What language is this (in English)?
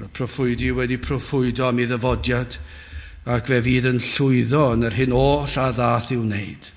Welsh